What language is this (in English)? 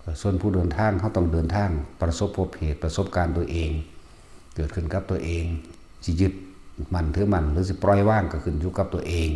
Lao